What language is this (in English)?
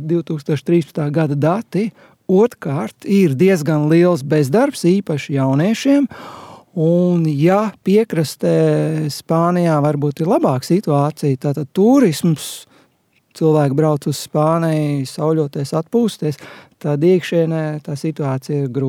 Latvian